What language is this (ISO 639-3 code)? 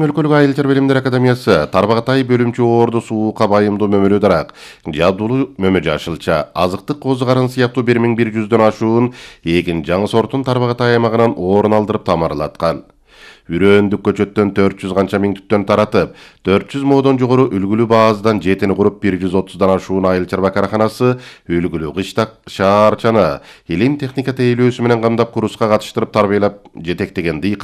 kir